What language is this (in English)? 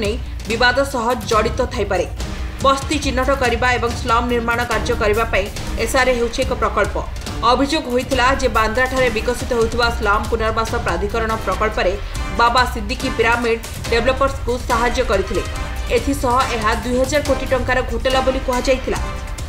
Odia